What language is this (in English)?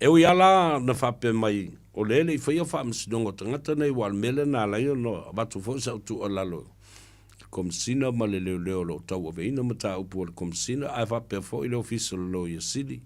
Samoan